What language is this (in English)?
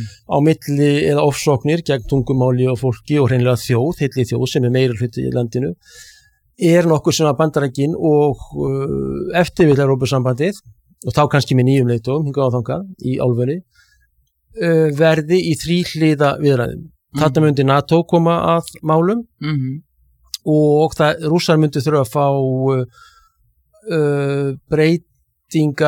Icelandic